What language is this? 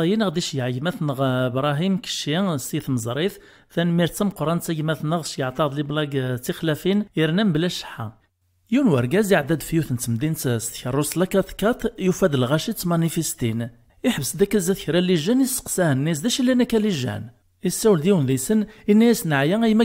Kabyle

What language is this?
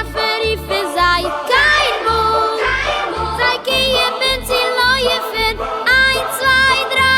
Yiddish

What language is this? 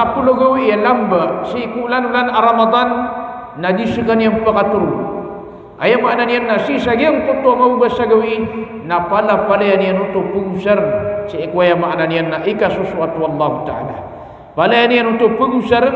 Maranao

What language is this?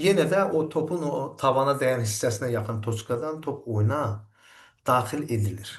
Azerbaijani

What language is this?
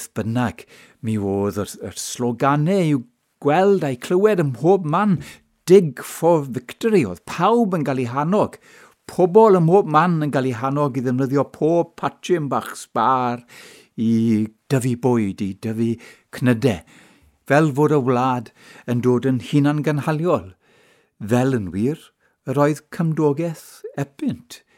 Welsh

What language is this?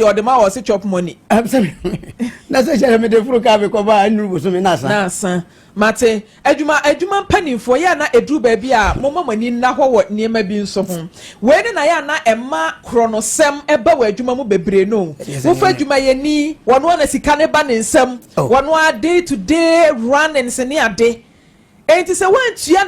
Akan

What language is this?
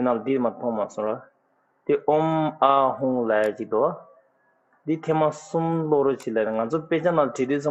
Tibetan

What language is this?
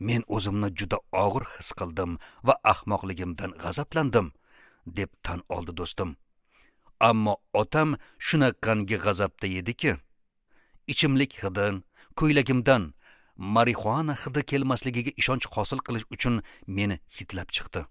Uzbek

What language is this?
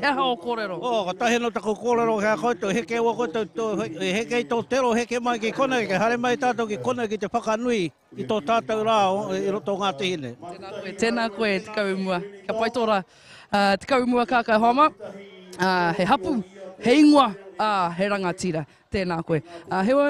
Māori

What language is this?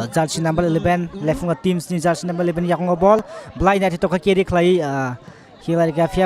Kok Borok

